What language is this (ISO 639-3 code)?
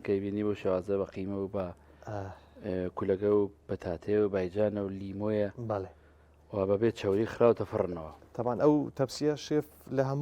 ckb